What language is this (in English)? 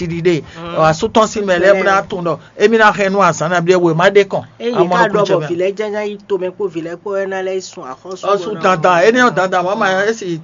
Fon